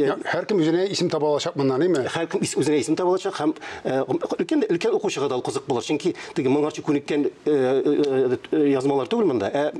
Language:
Tatar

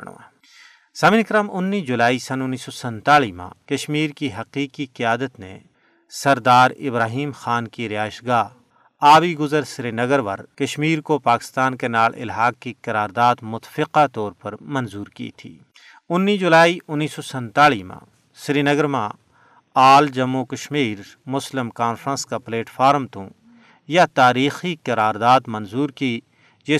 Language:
Gujari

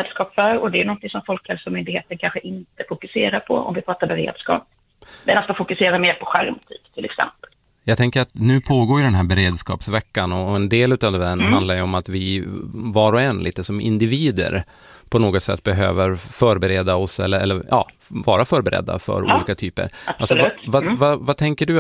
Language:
Swedish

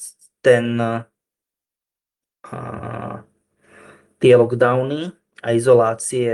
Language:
Slovak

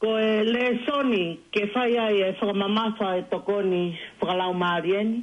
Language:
Tongan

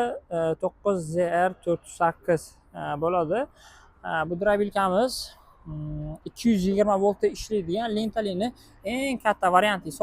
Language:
Uzbek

